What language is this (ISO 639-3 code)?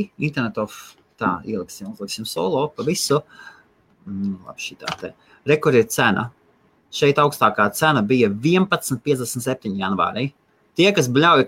lav